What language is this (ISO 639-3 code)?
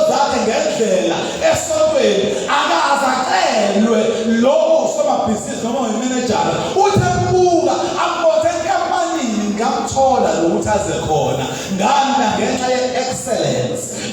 zul